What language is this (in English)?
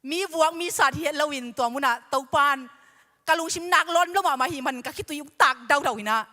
Tedim Chin